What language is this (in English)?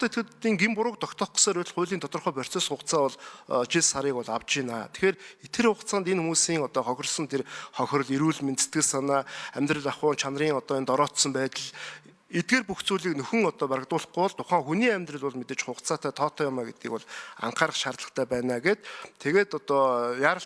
Mongolian